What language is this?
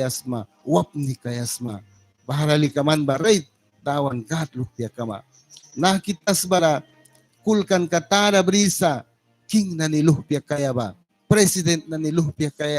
Mískito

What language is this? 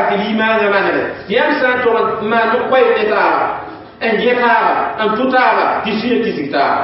Mossi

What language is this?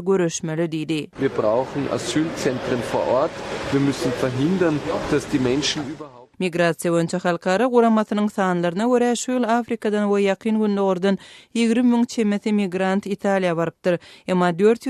Turkmen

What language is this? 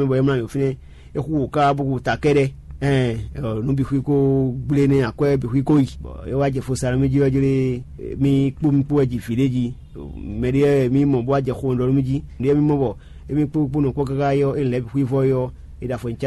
Fon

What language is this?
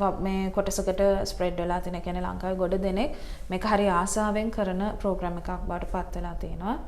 Sinhala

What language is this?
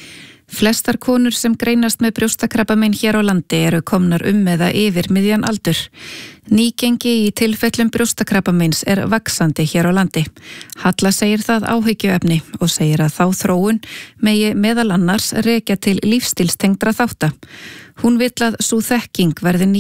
Icelandic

